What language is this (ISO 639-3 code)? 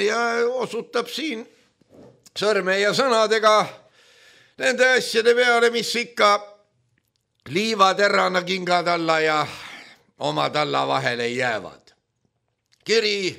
est